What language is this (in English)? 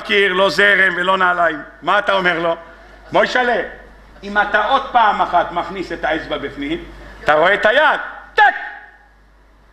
Hebrew